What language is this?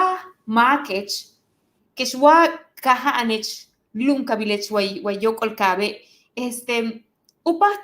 Yucateco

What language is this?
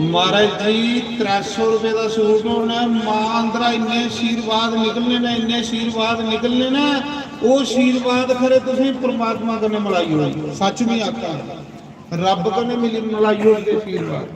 Dogri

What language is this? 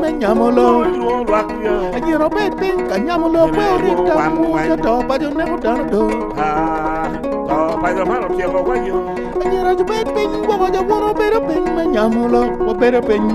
Acoli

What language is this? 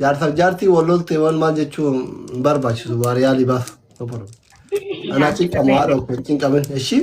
Oromo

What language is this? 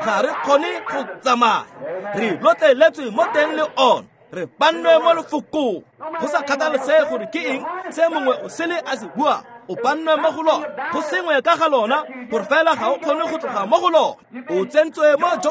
Tswana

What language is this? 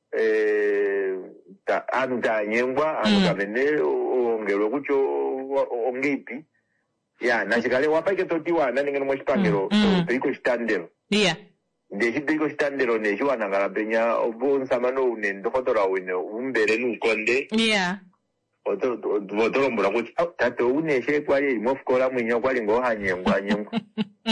Kuanyama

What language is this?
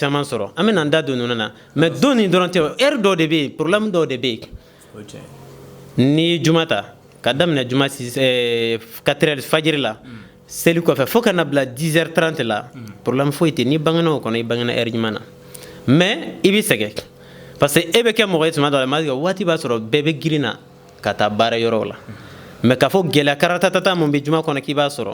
Bambara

